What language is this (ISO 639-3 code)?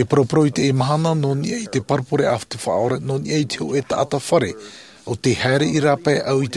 tah